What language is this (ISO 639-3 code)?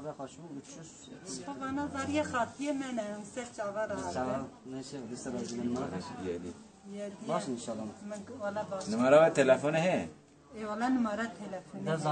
kur